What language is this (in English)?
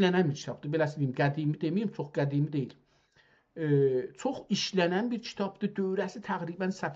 South Azerbaijani